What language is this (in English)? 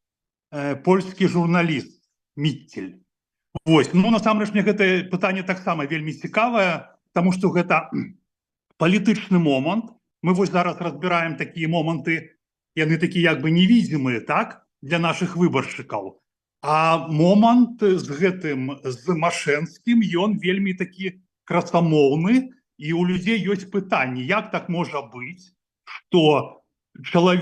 Belarusian